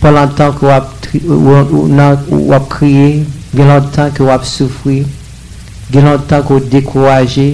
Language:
Haitian Creole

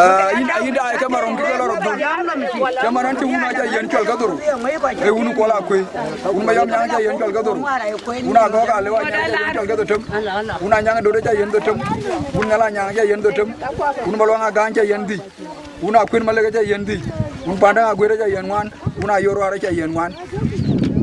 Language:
Dinka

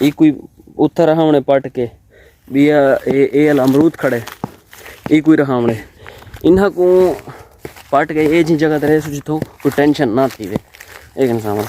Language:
Saraiki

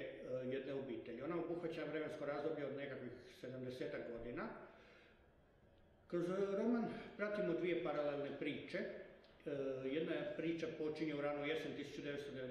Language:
Croatian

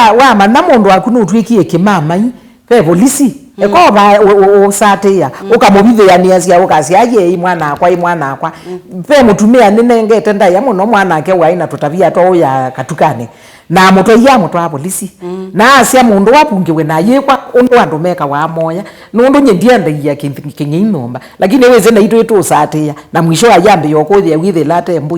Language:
Kamba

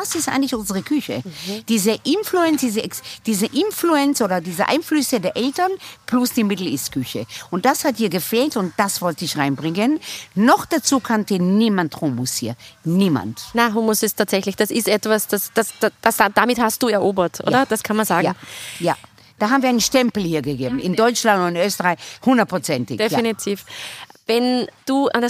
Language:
German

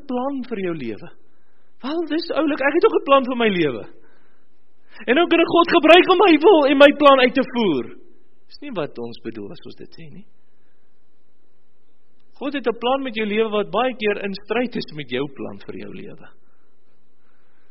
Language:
Afrikaans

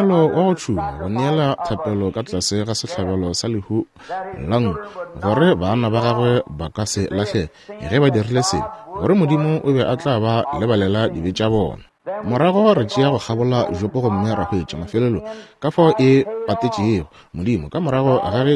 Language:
Northern Sotho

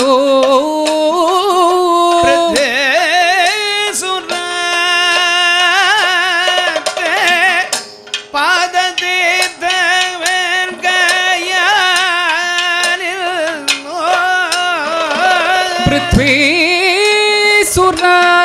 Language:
Malayalam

